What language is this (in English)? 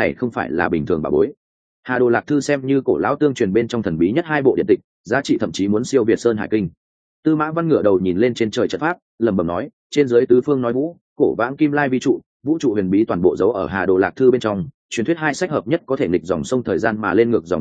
Vietnamese